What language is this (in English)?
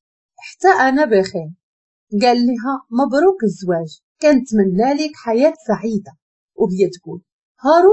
Moroccan Arabic